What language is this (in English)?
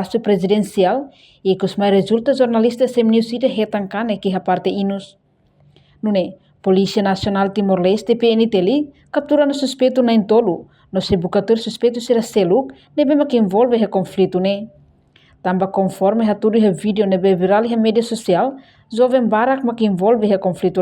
Tetum